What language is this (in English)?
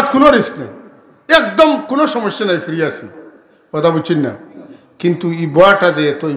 Sylheti